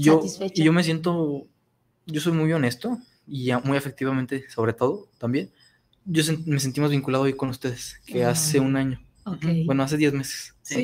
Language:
Spanish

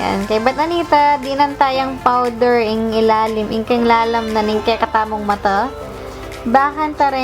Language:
Pampanga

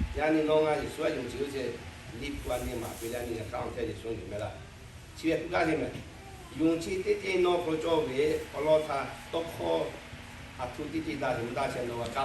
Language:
Lahu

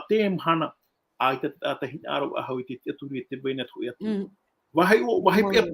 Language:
Tahitian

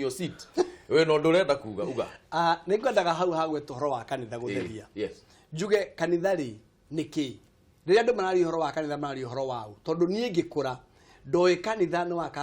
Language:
Kikuyu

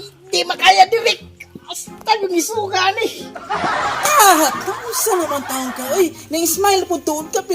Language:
Cebuano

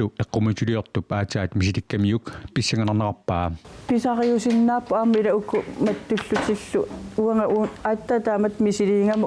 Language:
Kalaallisut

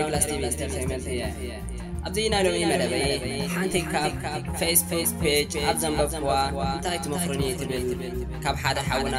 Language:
Tigrinya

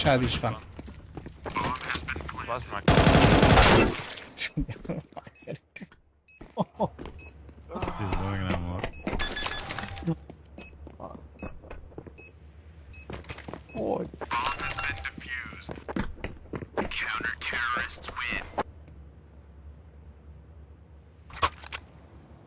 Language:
Hungarian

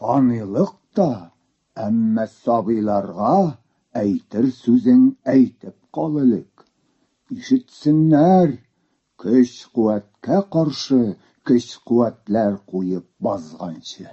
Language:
Tatar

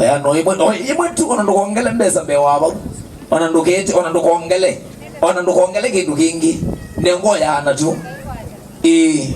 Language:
Kamba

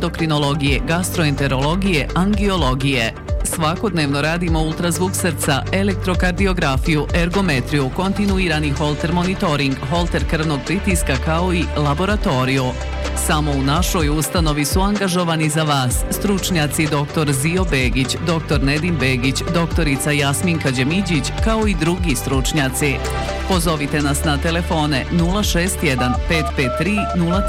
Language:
Bosnian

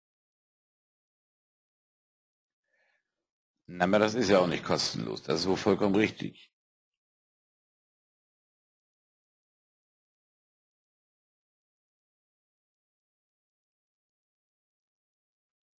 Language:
German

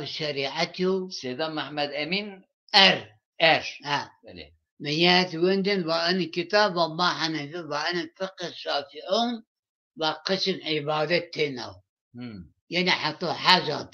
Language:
Zaza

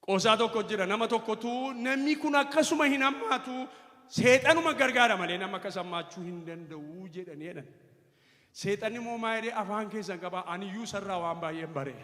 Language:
Oromo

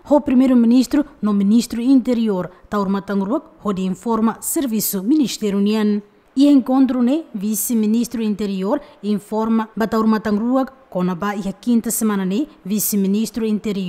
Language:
Tetum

